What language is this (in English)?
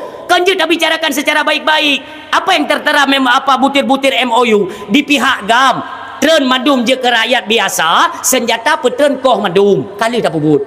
Achinese